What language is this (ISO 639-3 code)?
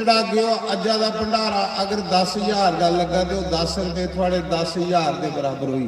doi